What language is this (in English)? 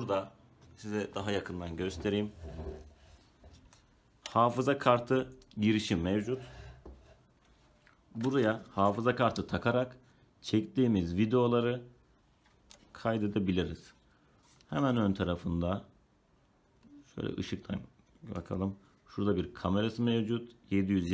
Turkish